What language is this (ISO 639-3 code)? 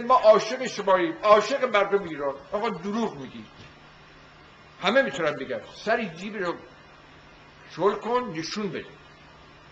fas